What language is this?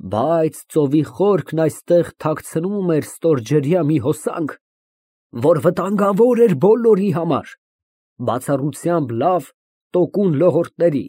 Armenian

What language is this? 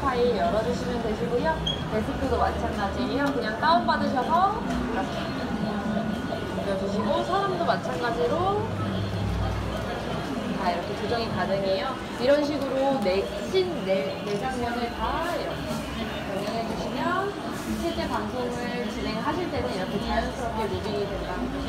Korean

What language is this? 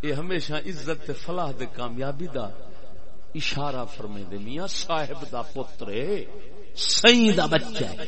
Saraiki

